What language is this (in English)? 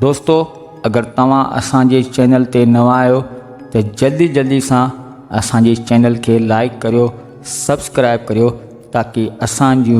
Sindhi